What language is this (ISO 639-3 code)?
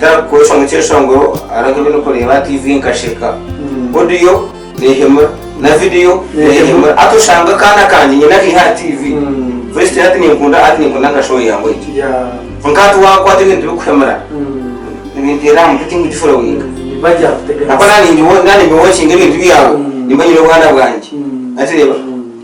nyn